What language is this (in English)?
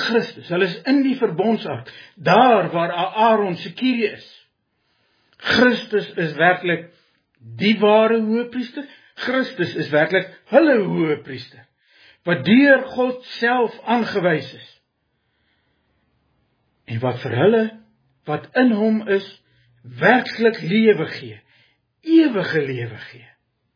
Afrikaans